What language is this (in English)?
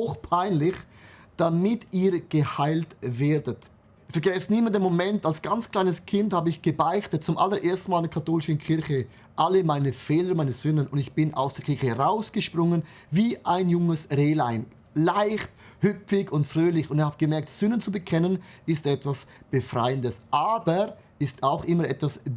Swiss German